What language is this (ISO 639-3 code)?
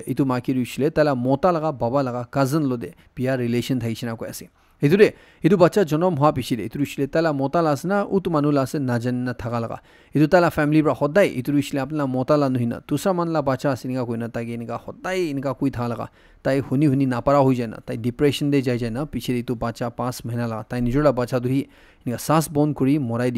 nag